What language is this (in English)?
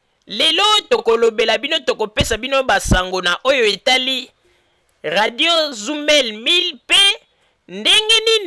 Lingala